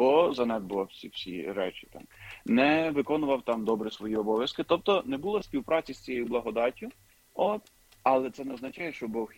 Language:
Ukrainian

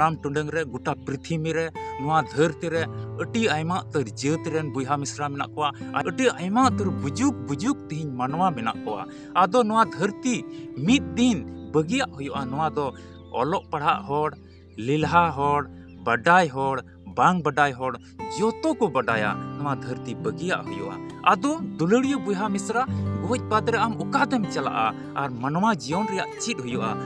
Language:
Santali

